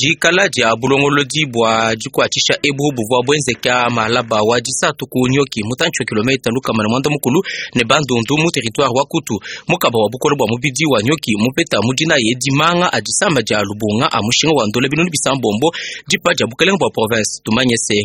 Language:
Luba-Lulua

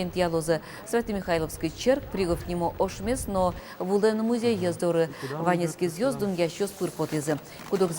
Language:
Udmurt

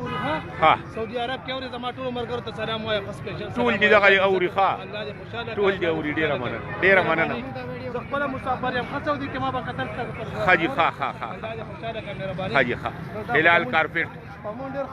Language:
Pashto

